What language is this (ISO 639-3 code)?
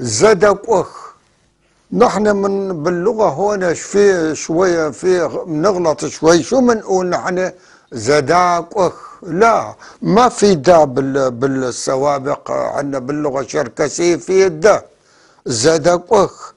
apc